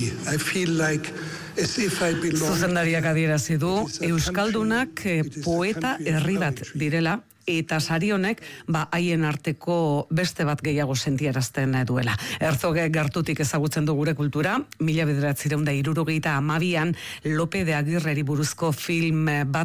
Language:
Basque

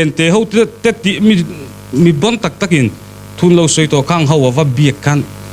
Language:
Mizo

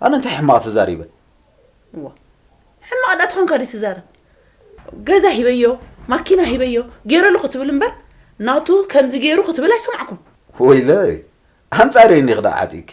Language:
Tigrinya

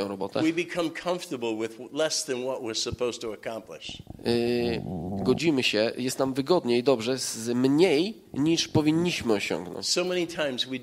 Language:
Polish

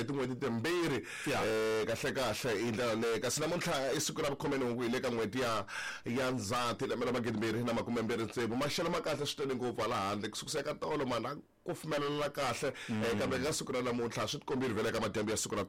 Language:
Tsonga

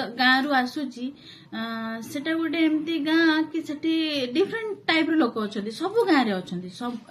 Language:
Odia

